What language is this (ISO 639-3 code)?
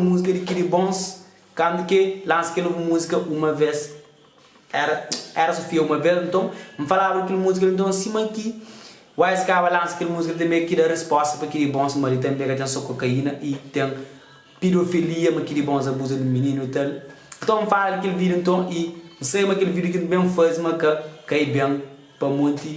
kea